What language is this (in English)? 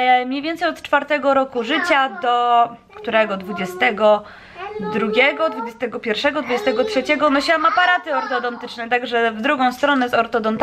Polish